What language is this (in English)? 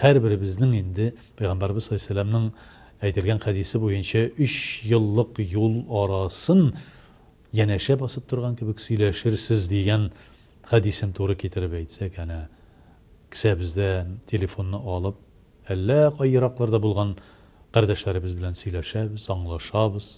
Tatar